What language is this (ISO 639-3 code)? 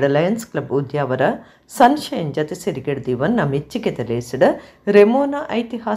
tcy